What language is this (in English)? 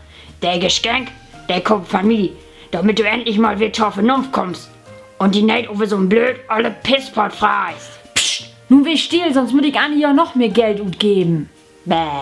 Low German